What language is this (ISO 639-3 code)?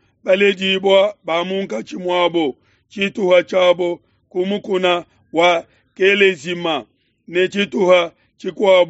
lua